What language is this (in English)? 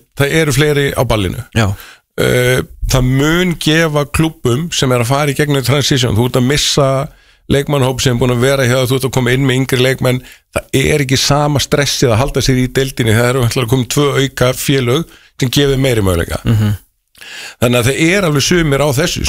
Icelandic